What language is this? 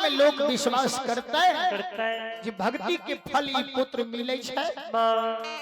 Maithili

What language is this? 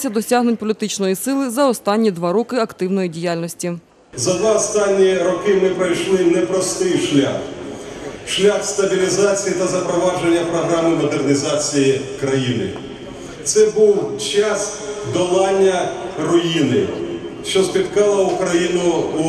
Ukrainian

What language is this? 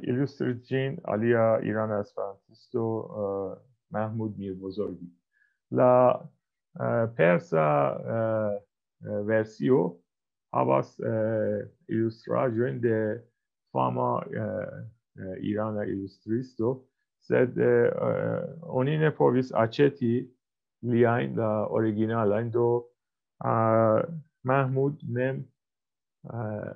Esperanto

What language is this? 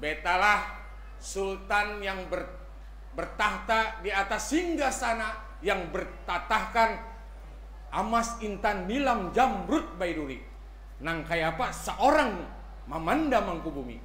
Banjar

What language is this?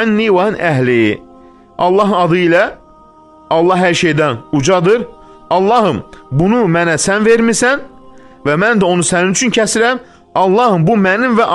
Azerbaijani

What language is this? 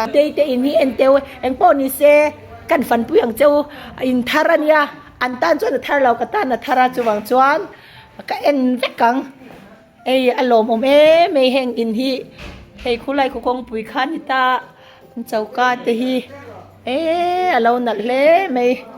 Mizo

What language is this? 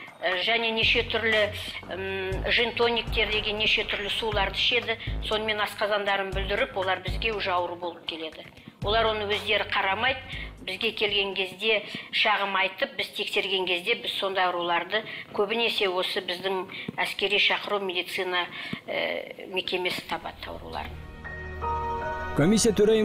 Kazakh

